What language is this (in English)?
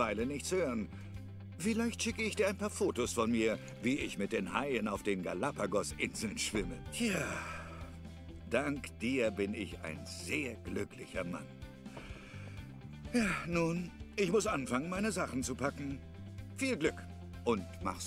German